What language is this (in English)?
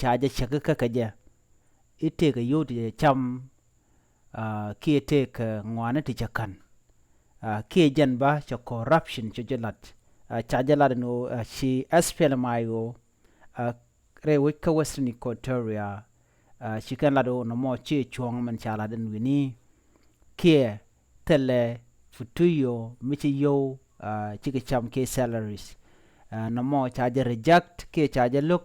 Nuer